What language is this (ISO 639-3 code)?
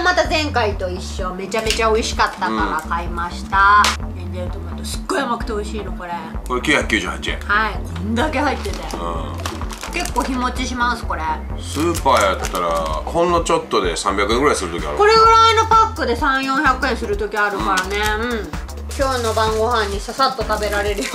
jpn